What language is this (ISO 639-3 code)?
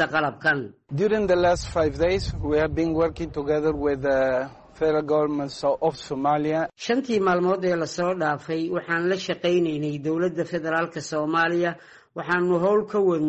som